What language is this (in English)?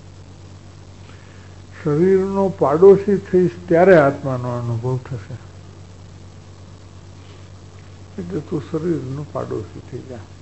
Gujarati